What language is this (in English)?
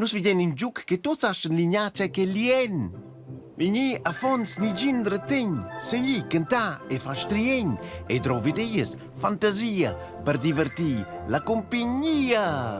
Romansh